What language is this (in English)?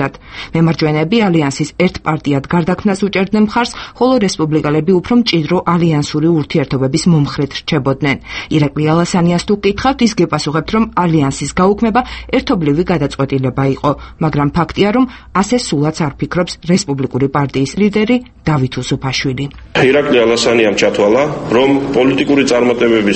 Georgian